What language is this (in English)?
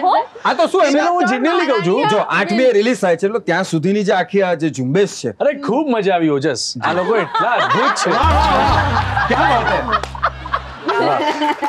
Gujarati